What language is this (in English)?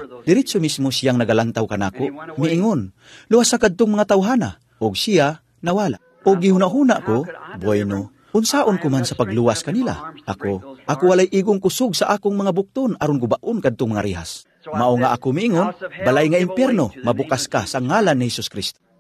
Cebuano